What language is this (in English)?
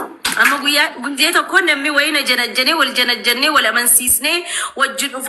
Oromo